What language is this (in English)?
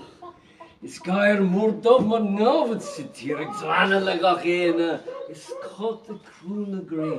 Irish